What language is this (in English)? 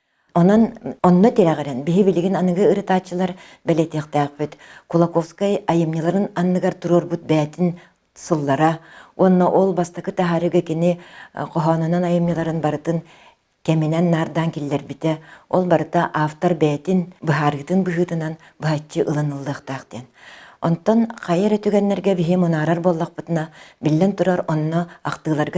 Yakut